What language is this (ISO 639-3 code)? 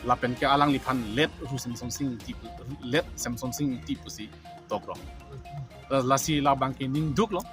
mjw